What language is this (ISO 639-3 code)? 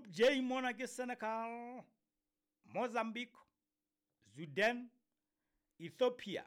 sot